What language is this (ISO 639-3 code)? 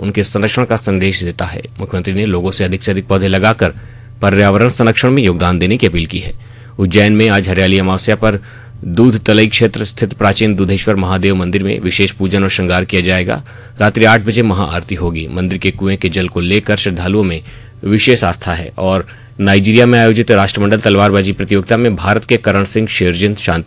hin